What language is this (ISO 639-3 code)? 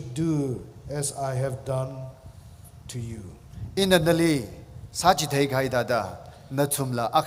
nmf